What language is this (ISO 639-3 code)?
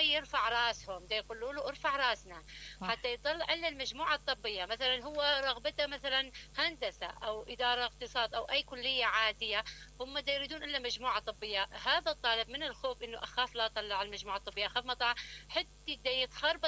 acm